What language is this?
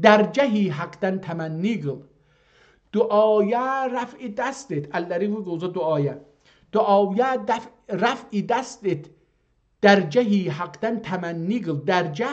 South Azerbaijani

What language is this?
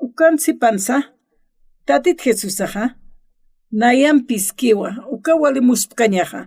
Aymara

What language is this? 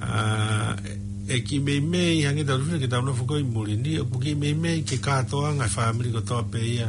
Tongan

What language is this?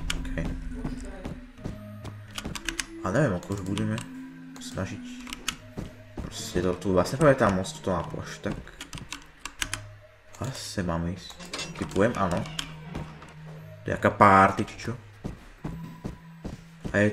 Slovak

